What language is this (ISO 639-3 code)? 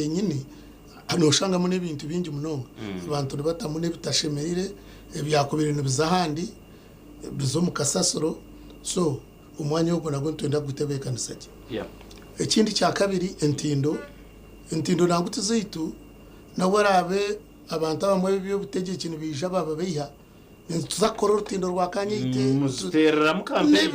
nyn